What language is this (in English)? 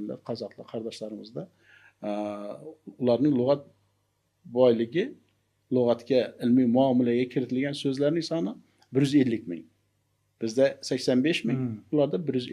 Uzbek